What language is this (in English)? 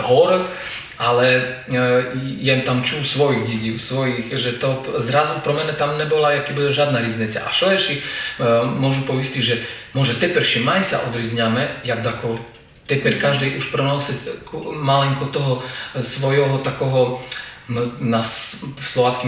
Rusyn